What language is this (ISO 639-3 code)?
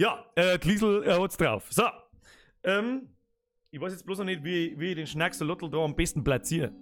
bar